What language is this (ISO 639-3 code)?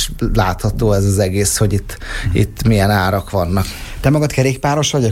hun